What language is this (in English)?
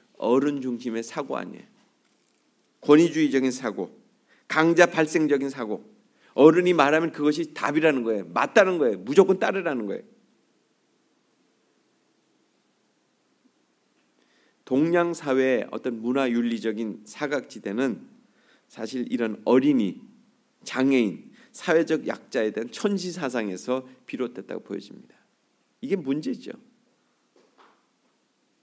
Korean